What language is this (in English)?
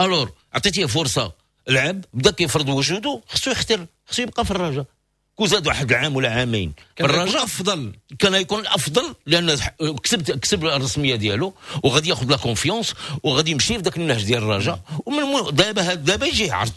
Moroccan Arabic